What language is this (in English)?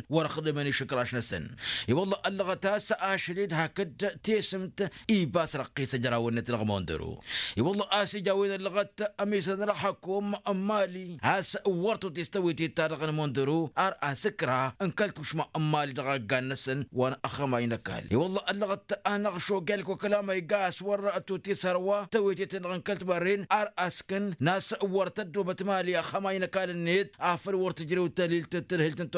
Tamasheq